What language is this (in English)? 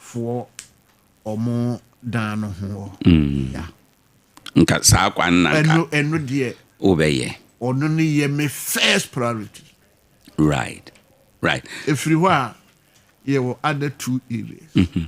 Akan